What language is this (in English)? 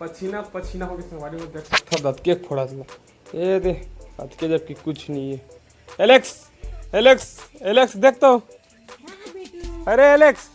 Chhattisgarhi